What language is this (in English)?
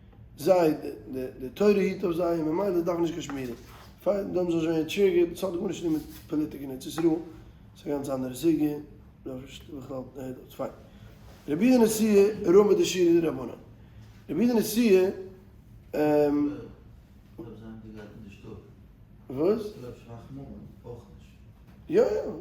Yiddish